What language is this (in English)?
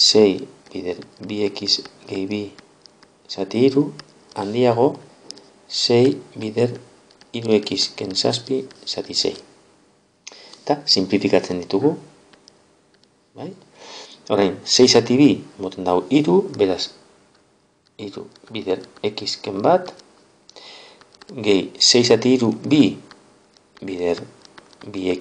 Basque